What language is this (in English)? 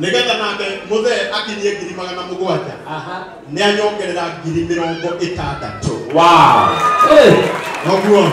Kikuyu